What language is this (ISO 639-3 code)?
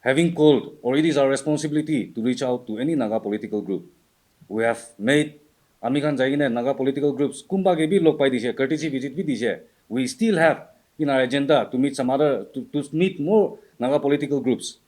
nag